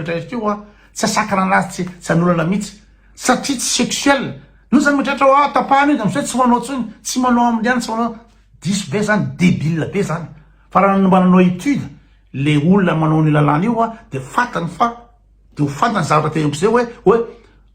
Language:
Malagasy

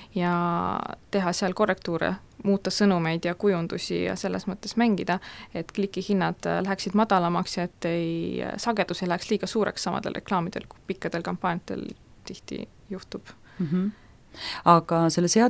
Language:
Estonian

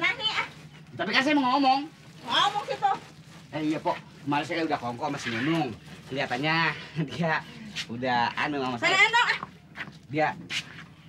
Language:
Betawi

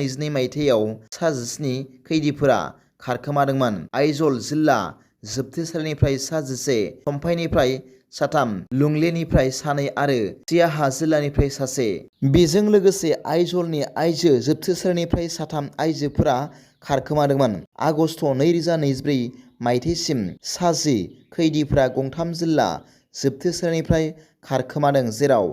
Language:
Bodo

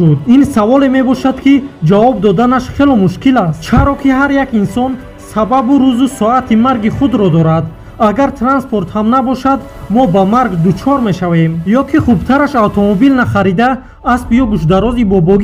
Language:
Tajik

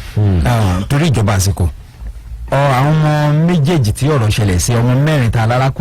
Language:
Yoruba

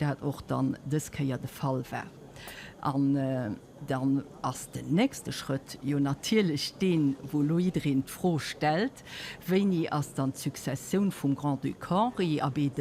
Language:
Luxembourgish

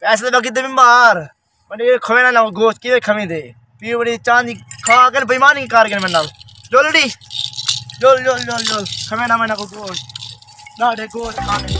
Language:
Saraiki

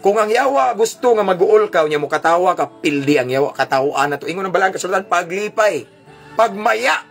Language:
Cebuano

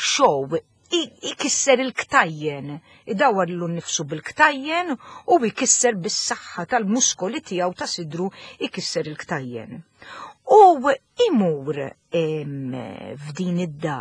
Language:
Maltese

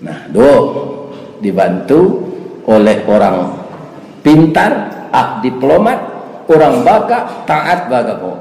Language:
Minangkabau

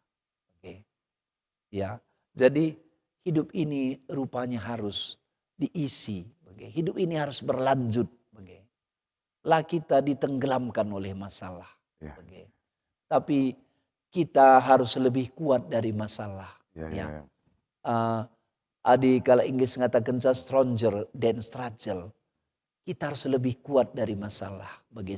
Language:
Batak Karo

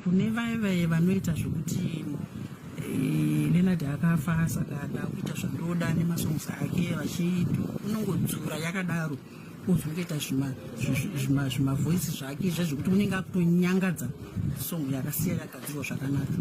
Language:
Shona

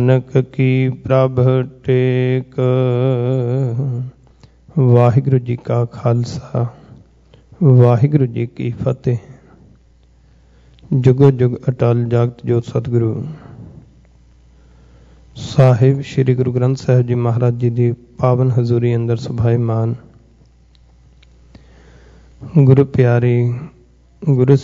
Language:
Punjabi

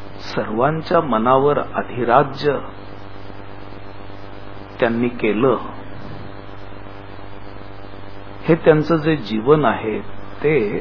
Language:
Marathi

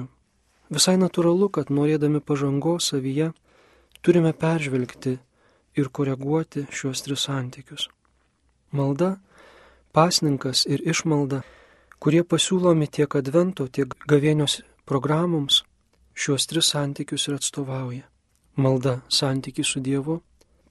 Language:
Lithuanian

